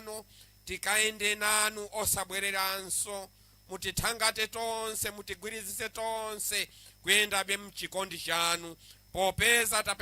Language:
Nyanja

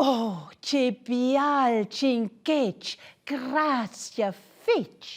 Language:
Romansh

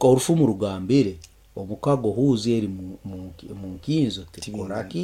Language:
Nyankole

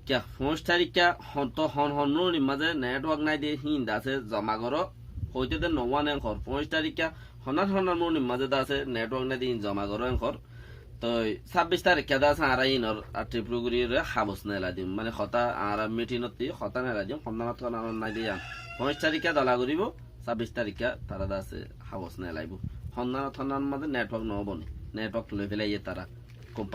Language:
Rohingya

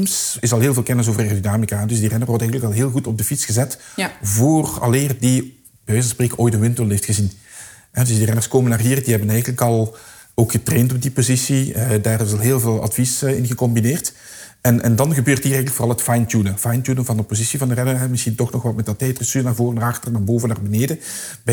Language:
Dutch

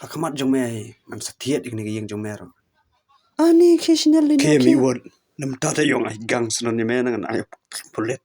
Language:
Khasi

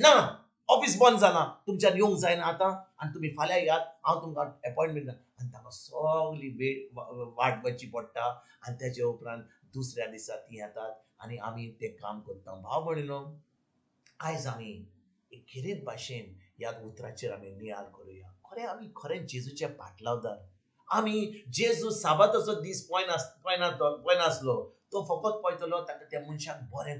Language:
Konkani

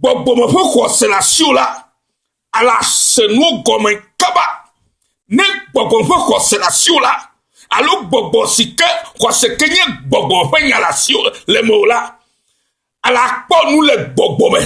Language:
Ewe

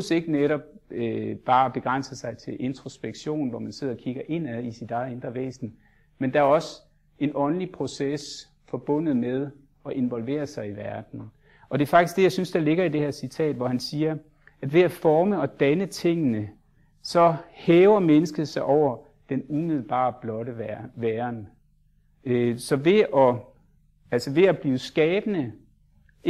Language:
Danish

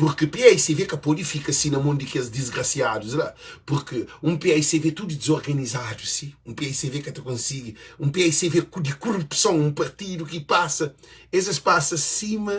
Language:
Kabuverdianu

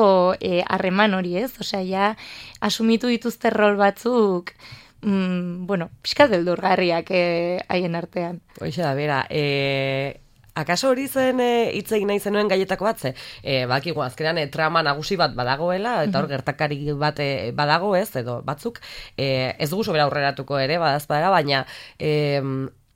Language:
Basque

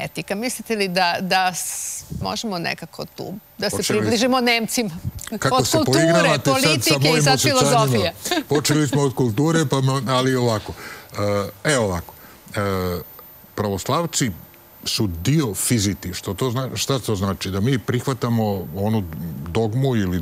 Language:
Serbian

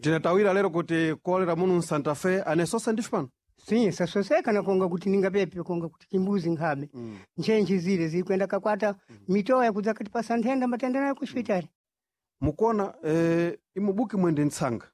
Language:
Sena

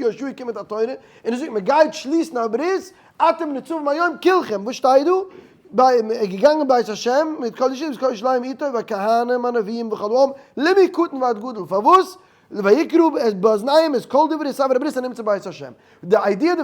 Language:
Yiddish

